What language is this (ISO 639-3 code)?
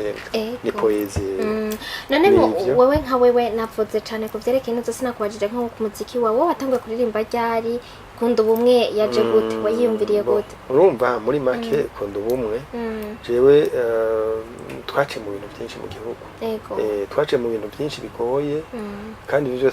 run